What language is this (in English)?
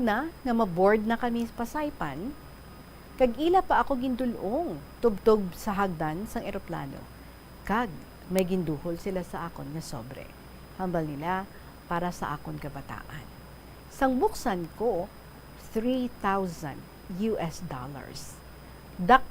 Hiligaynon